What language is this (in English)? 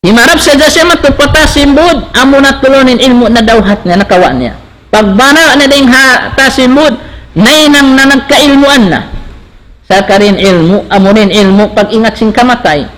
Tausug